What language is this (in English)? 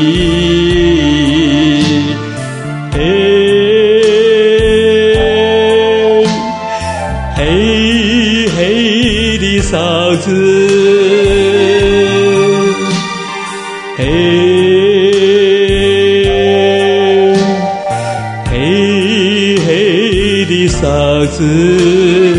Chinese